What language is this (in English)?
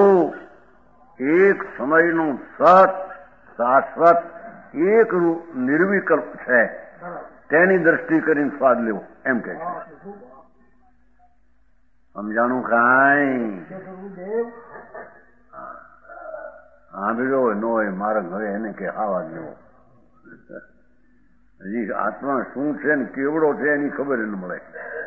Gujarati